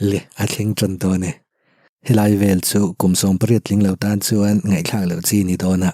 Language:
Mizo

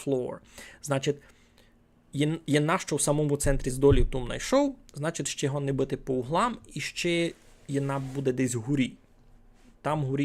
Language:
Rusyn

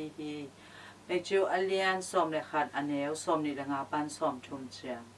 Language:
Tedim Chin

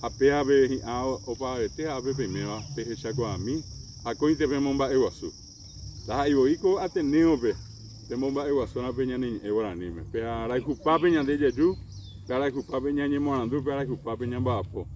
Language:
Guarani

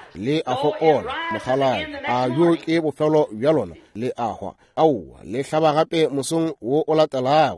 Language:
Northern Sotho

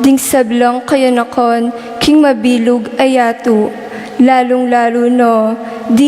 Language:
Pampanga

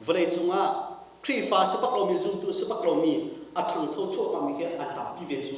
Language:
Hakha Chin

